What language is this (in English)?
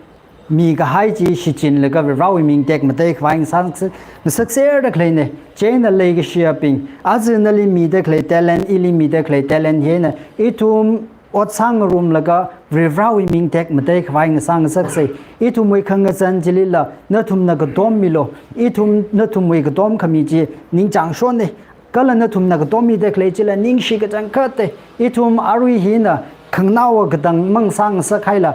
Tangkhul Naga (India)